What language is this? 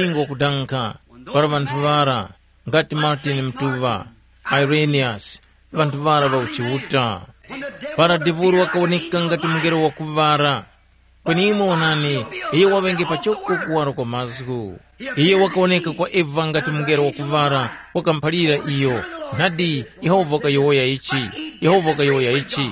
Tumbuka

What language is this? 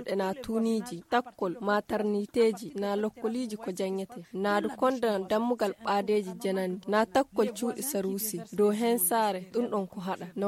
Fula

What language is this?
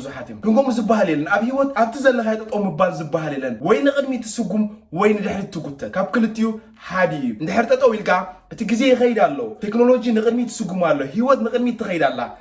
Tigrinya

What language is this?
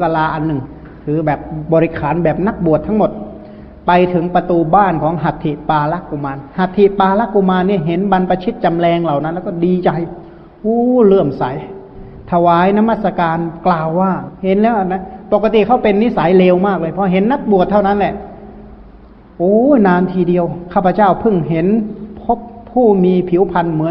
Thai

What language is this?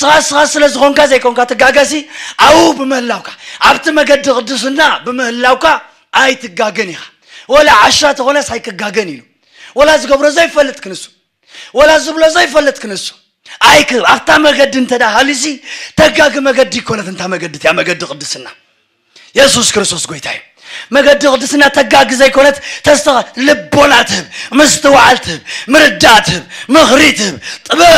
Tigrinya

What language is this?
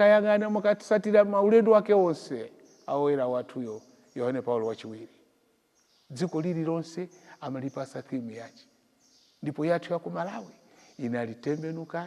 Nyanja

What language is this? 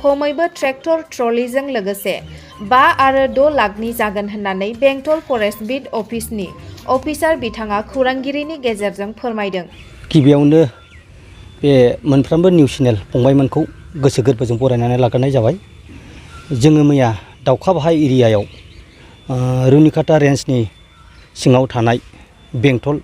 Bodo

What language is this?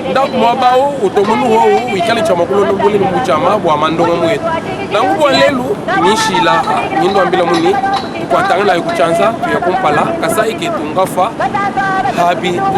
Luba-Lulua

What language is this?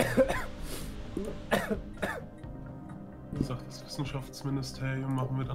German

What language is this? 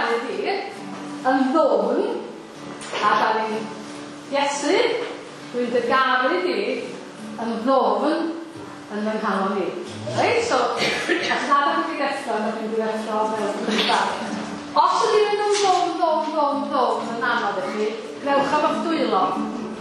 Welsh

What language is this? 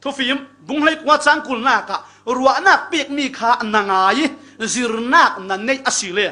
Falam Chin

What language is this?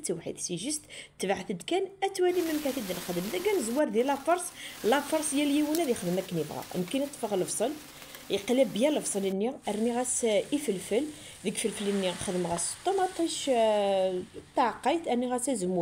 Kabyle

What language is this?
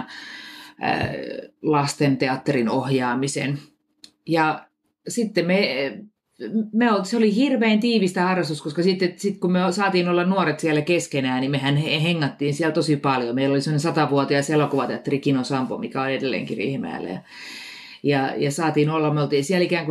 Finnish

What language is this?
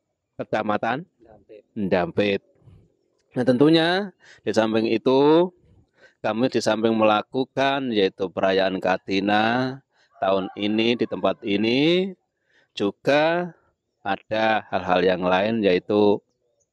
Indonesian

